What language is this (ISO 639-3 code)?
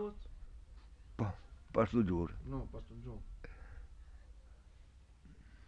cat